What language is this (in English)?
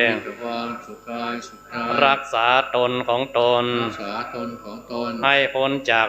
Pali